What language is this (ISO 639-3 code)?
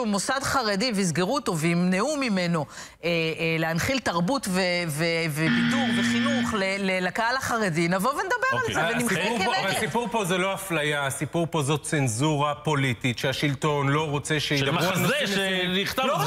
heb